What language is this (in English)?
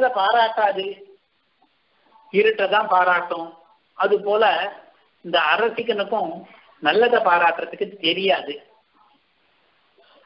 Tamil